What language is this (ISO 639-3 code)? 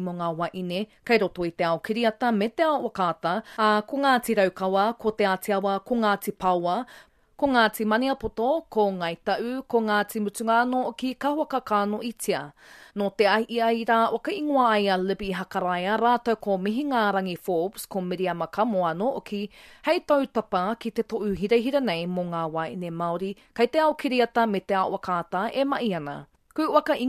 mri